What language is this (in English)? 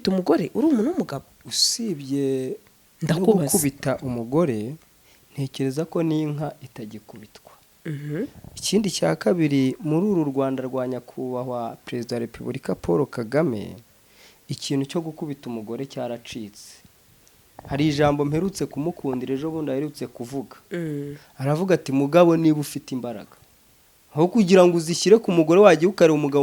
Kinyarwanda